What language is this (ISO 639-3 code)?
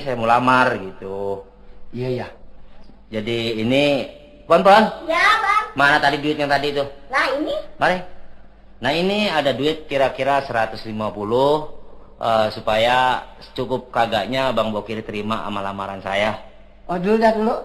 bew